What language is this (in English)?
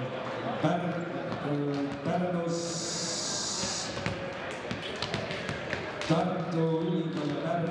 Estonian